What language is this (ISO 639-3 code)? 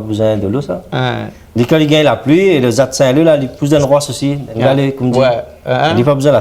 rcf